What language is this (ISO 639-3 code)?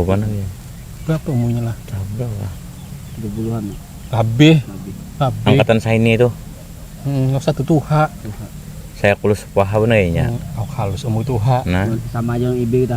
bjn